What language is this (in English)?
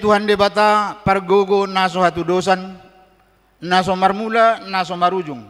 Batak Toba